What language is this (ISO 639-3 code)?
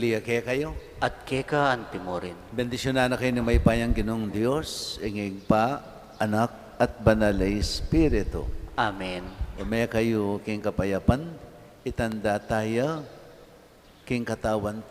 pam